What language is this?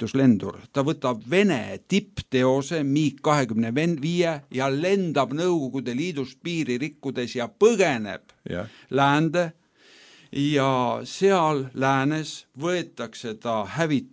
Estonian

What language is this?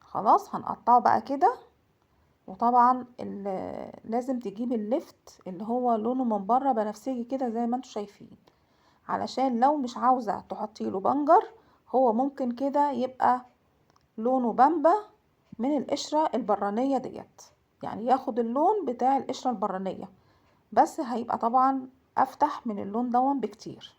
Egyptian Arabic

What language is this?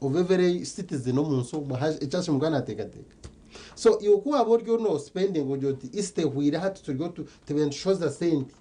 Nyankole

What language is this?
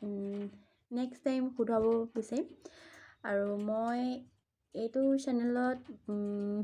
Assamese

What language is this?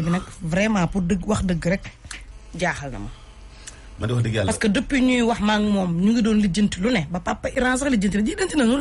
Wolof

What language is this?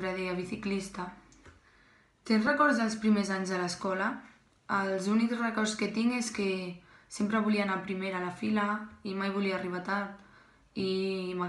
Catalan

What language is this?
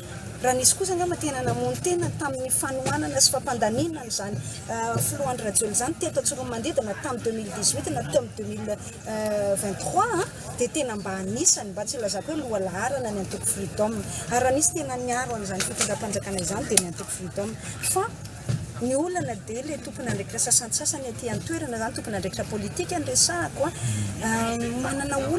Malagasy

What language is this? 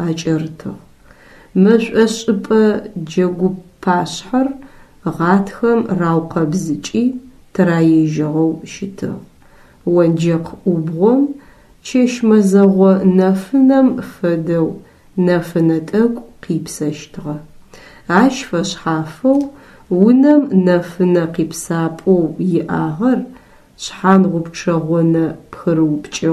Adyghe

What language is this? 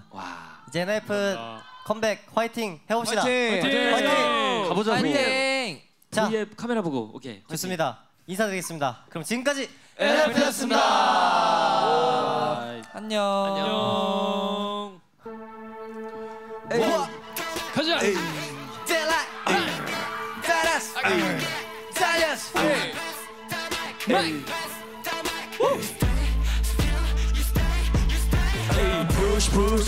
Korean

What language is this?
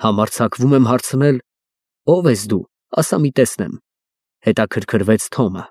Armenian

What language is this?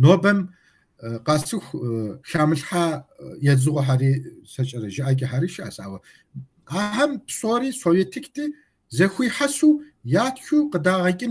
Kabardian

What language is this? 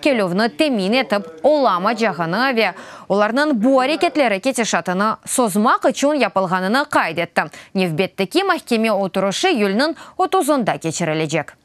Crimean Tatar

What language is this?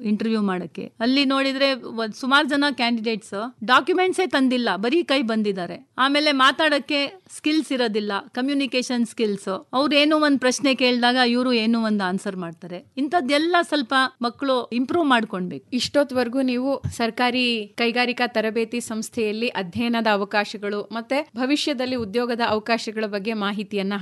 Kannada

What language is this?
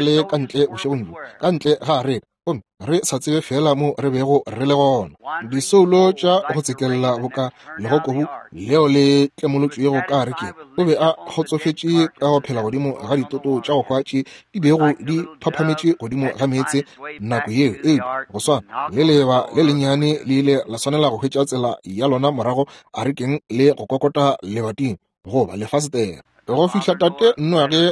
Northern Sotho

